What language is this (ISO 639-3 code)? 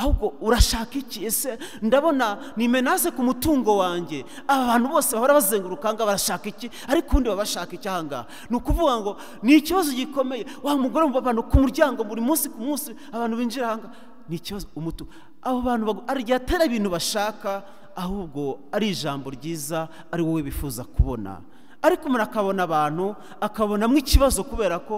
kin